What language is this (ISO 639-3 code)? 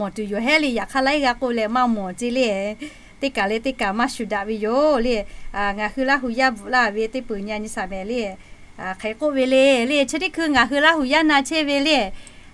lhu